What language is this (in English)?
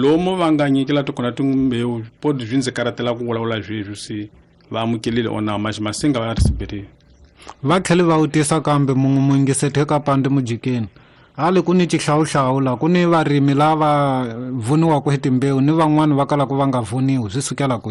Tsonga